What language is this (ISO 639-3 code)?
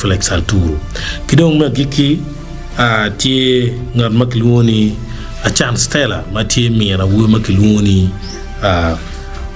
ach